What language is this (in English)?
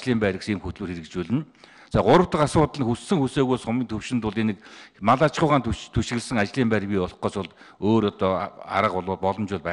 Mongolian